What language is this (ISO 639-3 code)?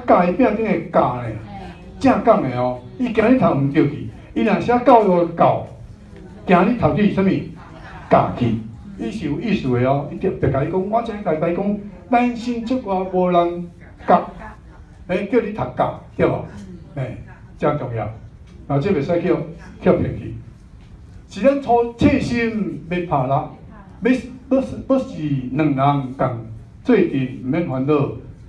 nan